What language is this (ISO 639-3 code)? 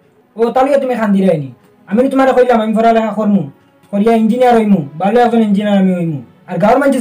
syl